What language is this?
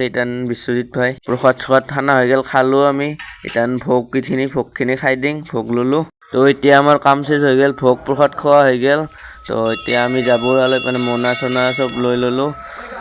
Assamese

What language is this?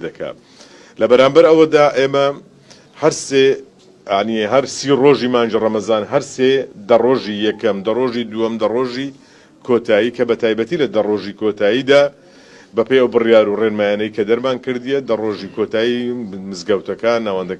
Central Kurdish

